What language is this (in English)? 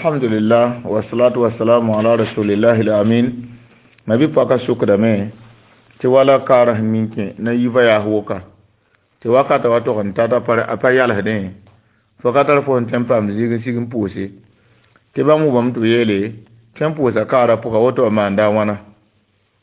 Mossi